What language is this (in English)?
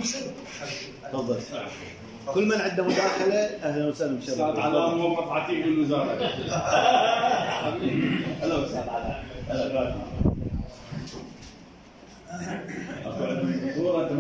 Mesopotamian Arabic